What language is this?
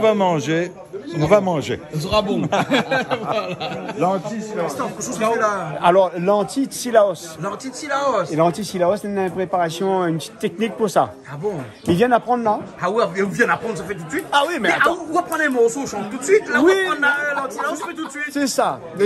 Réunion Creole French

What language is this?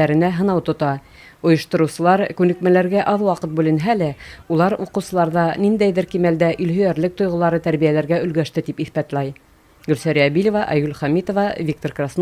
Bashkir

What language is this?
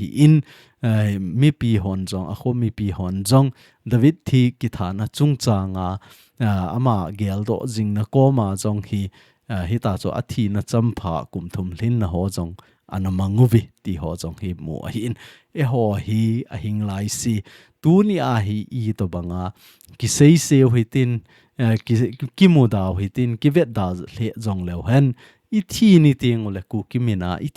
Thado Chin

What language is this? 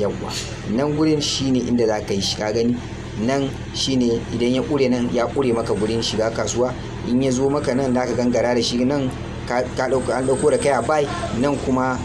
Hausa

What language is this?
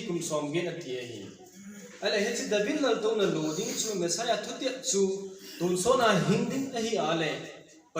Thado Chin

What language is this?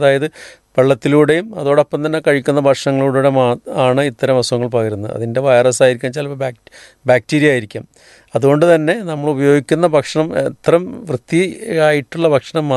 Malayalam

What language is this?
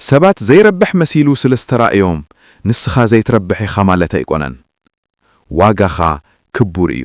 Tigrinya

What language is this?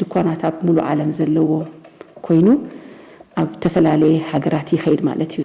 Tigrinya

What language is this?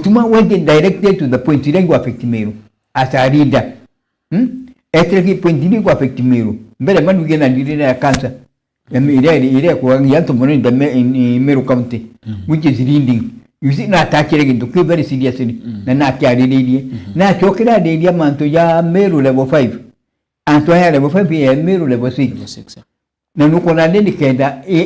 Meru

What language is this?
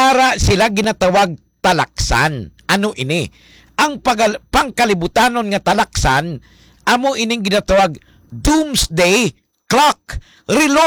Hiligaynon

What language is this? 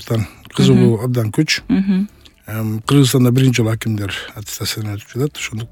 Kyrgyz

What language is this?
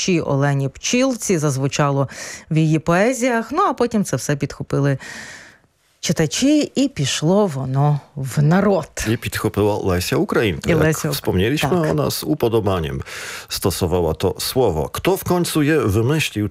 Polish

